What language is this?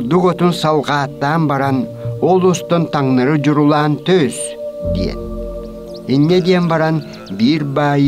Yakut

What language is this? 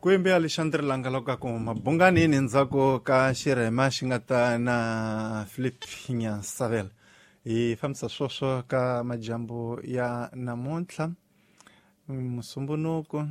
Tsonga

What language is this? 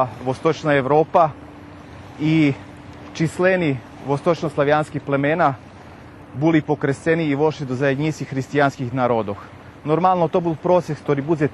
Rusyn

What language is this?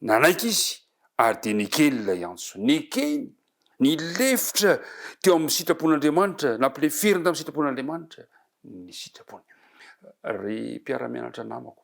Malagasy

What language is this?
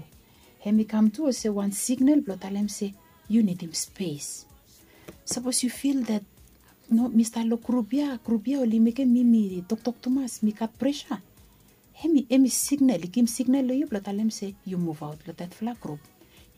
Bislama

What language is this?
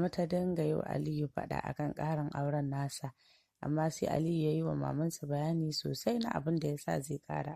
Hausa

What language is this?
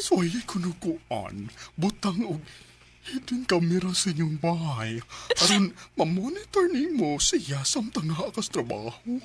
Cebuano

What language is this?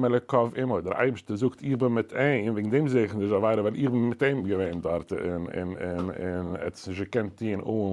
Yiddish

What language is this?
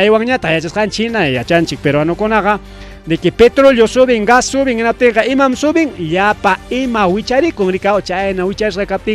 Ayacucho Quechua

